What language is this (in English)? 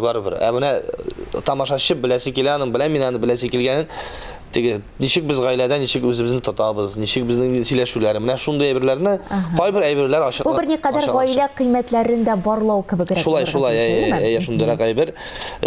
Tatar